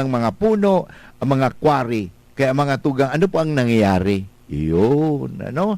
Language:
Bikol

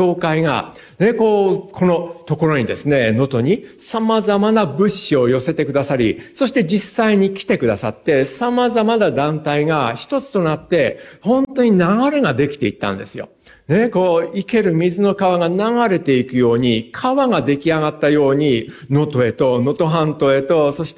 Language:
Japanese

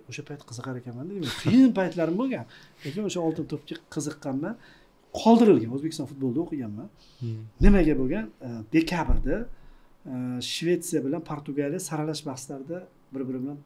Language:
Uzbek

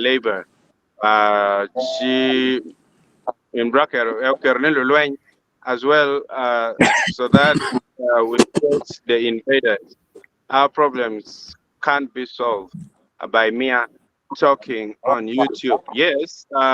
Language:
Acoli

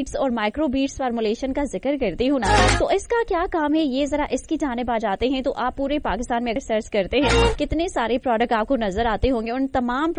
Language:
Urdu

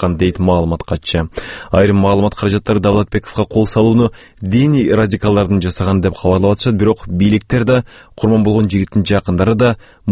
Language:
Kyrgyz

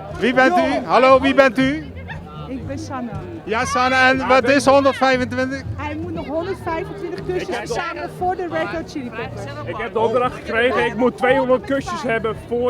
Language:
Limburgish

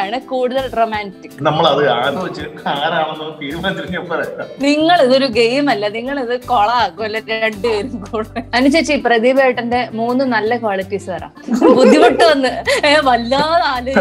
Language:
Malayalam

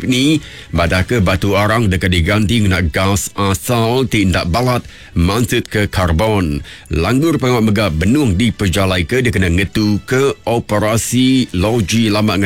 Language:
Iban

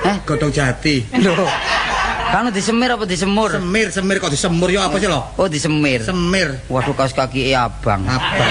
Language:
Javanese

